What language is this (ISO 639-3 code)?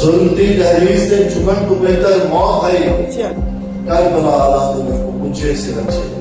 skr